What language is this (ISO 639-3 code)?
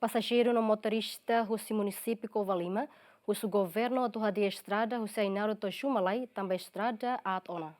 tet